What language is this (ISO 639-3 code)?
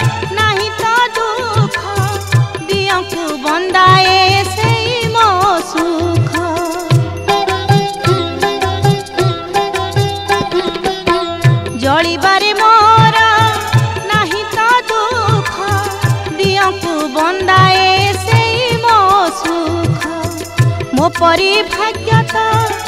ori